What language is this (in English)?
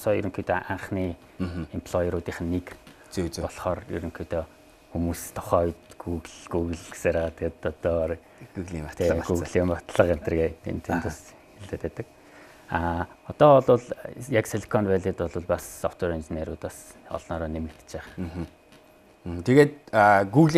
Mongolian